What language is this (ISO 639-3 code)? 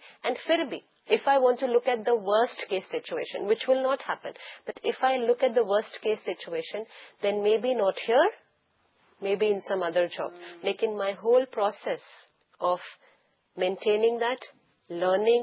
hin